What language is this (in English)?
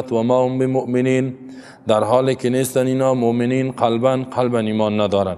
Persian